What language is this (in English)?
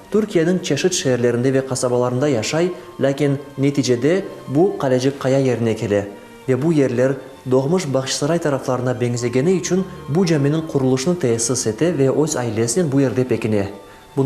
Crimean Tatar